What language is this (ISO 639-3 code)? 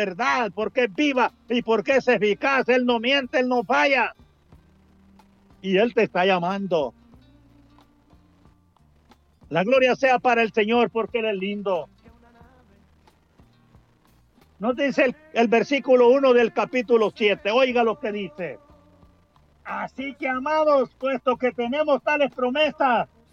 spa